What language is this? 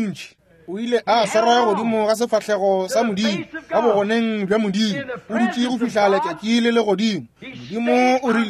Northern Sotho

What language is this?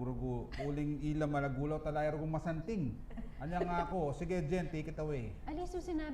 Pampanga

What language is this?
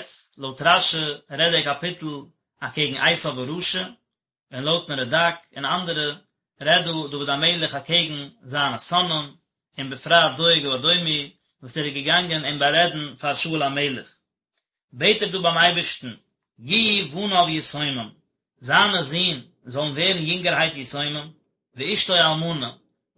Yiddish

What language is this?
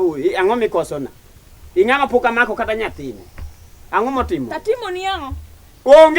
Luo (Kenya and Tanzania)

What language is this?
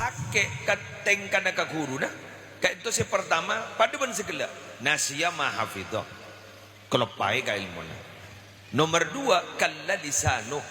Madurese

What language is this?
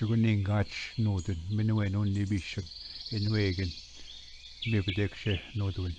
Ojibwa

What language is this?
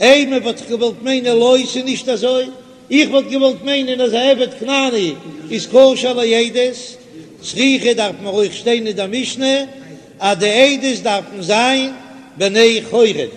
Yiddish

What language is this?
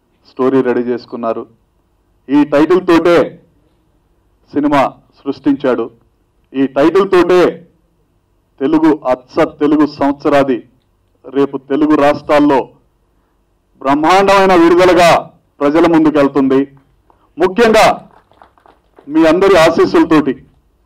Telugu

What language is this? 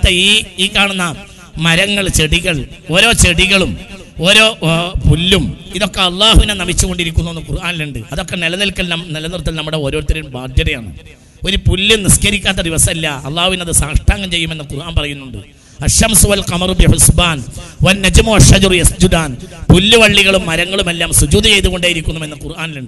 Malayalam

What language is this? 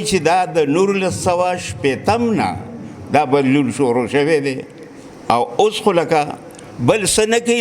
Pashto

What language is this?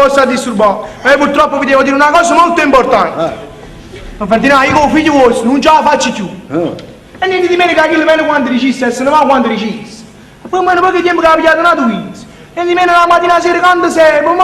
Neapolitan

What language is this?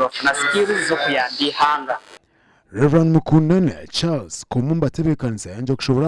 Nyankole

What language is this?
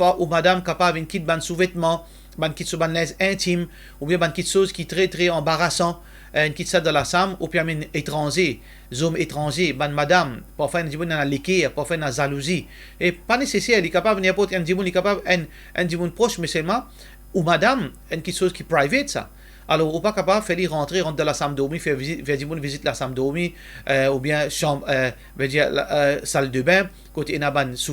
Morisyen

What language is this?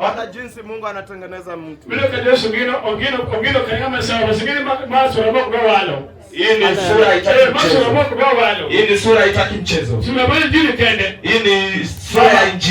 Luo (Kenya and Tanzania)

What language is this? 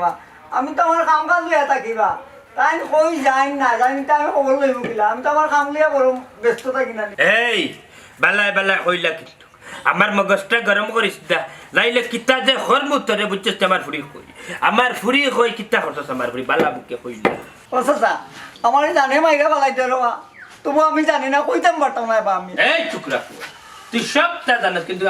Sylheti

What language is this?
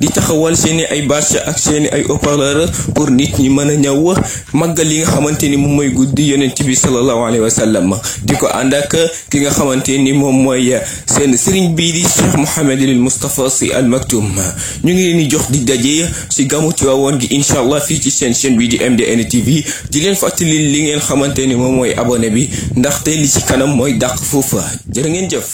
Wolof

